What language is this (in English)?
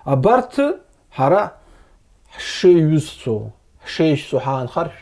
Abkhazian